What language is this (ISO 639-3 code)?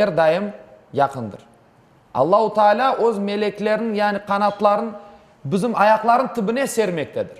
crh